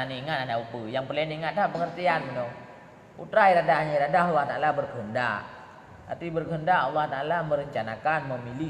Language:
Achinese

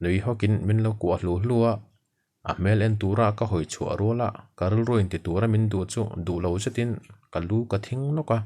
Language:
Mizo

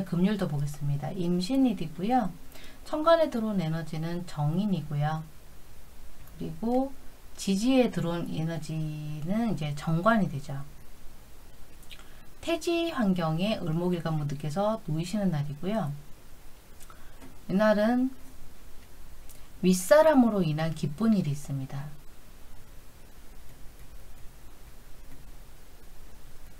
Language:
Korean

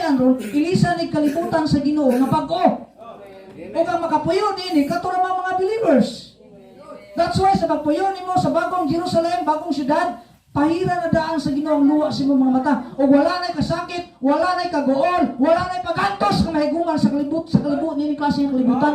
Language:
Cebuano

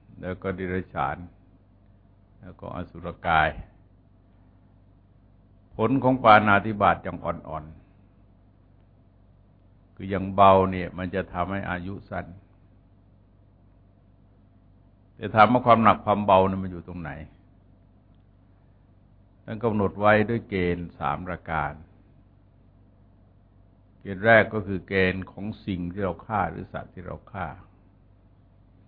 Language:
Thai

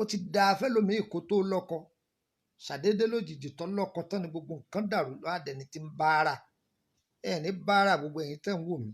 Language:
Yoruba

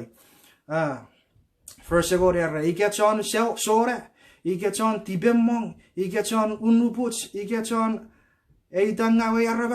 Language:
Chuukese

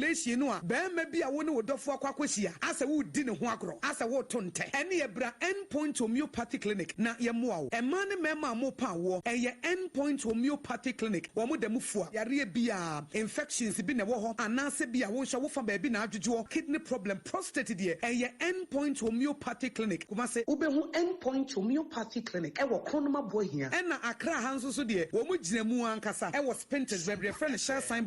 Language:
Akan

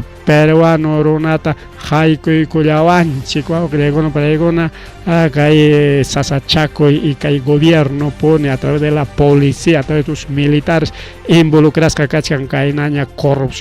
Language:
Ayacucho Quechua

